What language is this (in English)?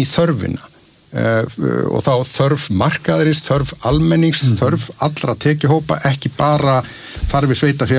Icelandic